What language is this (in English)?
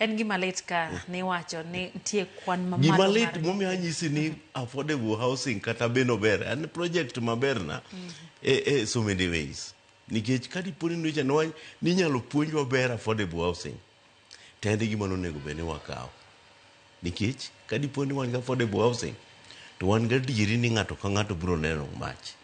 Luo (Kenya and Tanzania)